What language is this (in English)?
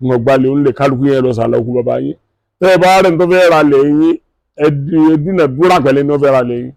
Yoruba